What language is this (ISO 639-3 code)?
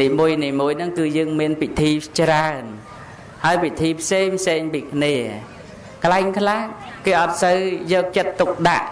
khm